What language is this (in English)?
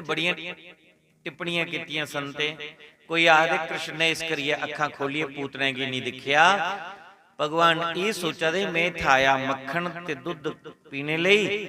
Dogri